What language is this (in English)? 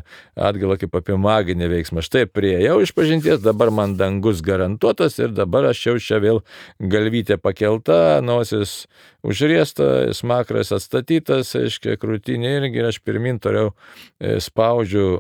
Lithuanian